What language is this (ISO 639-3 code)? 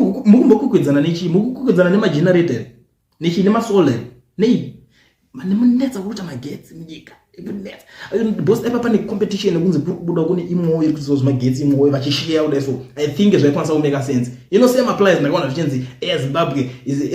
sna